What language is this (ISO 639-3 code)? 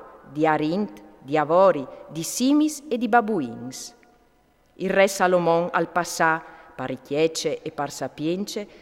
fur